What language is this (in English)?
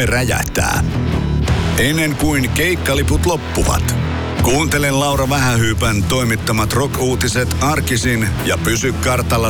Finnish